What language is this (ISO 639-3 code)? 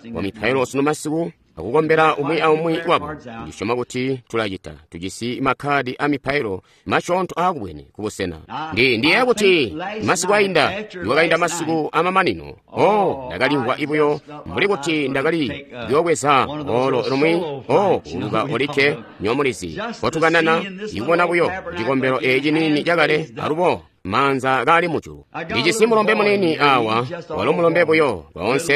toi